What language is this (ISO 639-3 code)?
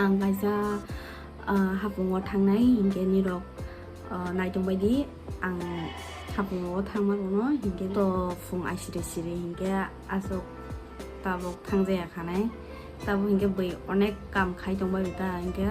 trp